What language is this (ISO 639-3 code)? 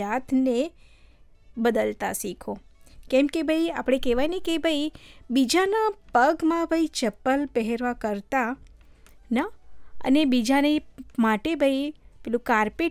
guj